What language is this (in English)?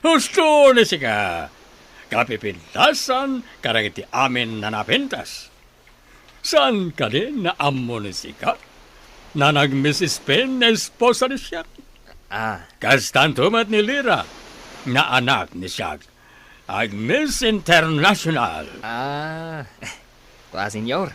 Iloko